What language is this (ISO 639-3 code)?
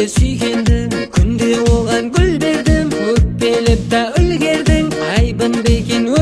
kaz